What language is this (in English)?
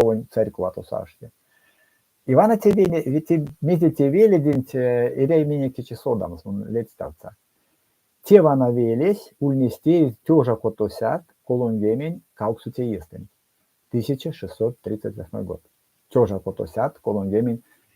Erzya